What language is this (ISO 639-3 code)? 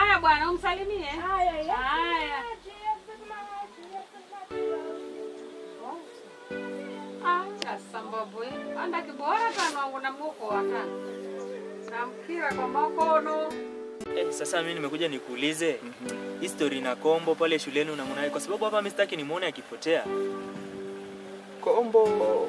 swa